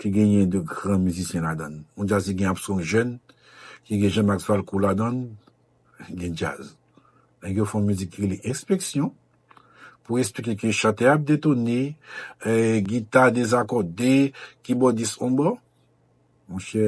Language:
Haitian Creole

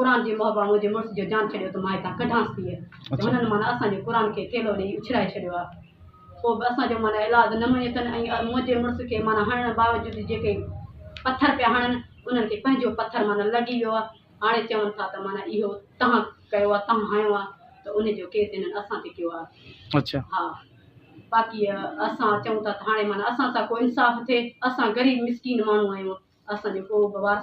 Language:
Sindhi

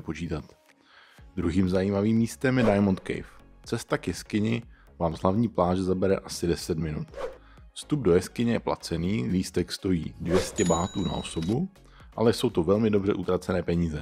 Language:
Czech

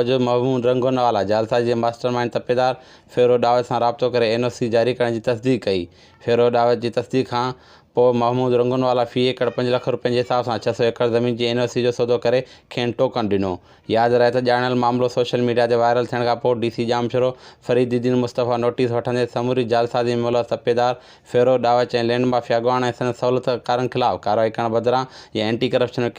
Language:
Sindhi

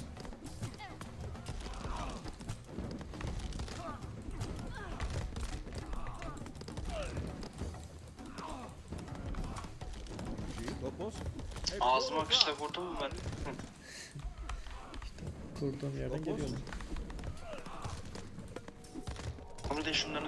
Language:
Turkish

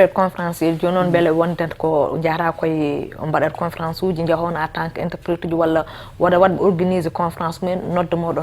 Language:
Fula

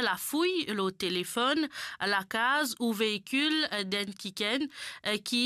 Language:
Morisyen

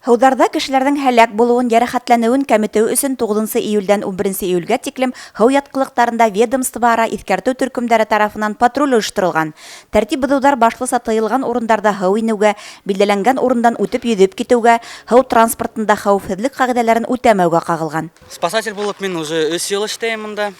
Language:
Bashkir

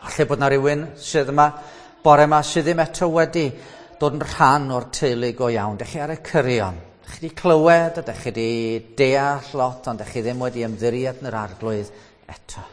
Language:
Welsh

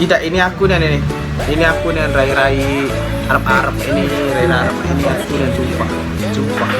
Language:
Musi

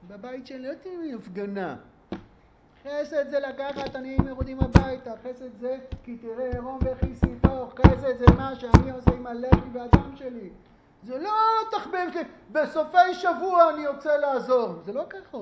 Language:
Hebrew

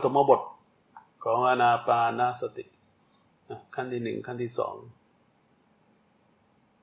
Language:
Thai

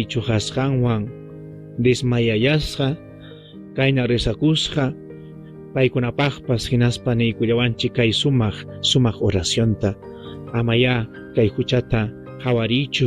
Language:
Ayacucho Quechua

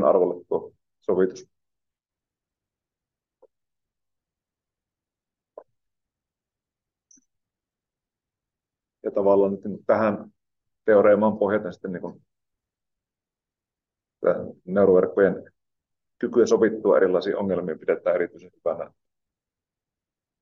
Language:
Finnish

